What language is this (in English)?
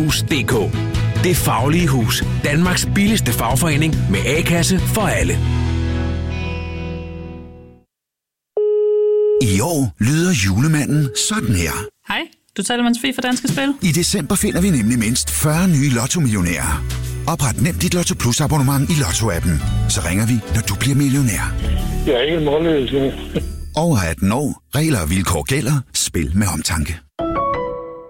Danish